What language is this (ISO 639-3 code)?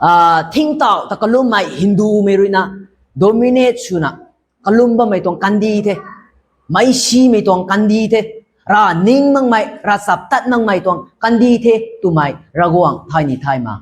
nbu